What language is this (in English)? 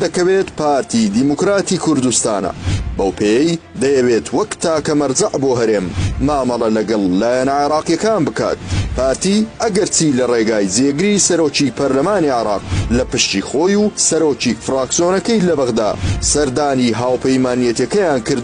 Central Kurdish